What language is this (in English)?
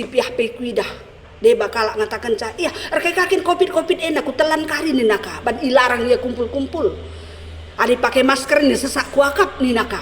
Batak Karo